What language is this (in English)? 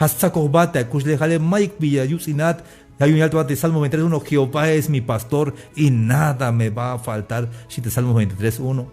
Tzeltal